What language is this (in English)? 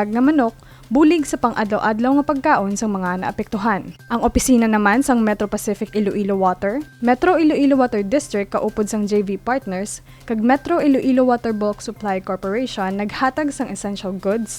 Hiligaynon